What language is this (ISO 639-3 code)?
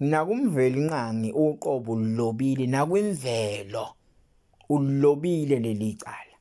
zul